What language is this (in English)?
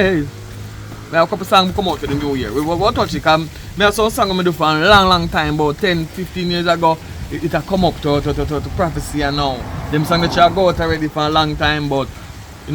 Jamaican Creole English